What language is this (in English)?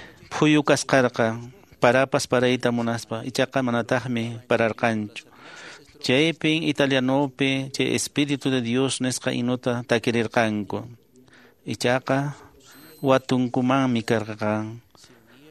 Quechua